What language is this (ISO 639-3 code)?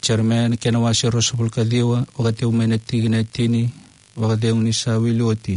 fij